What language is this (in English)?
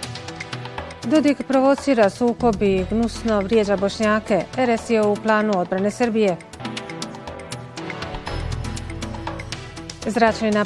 Bosnian